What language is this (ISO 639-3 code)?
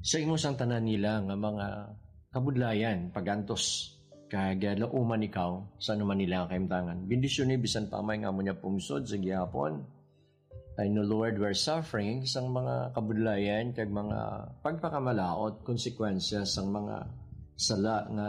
hil